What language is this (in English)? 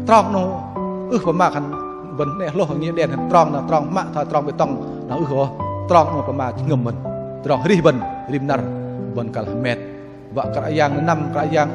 Bahnar